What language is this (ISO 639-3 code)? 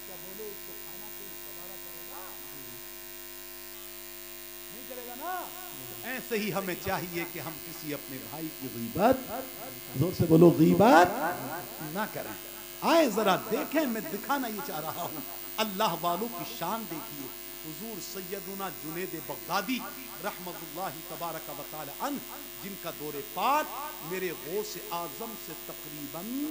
urd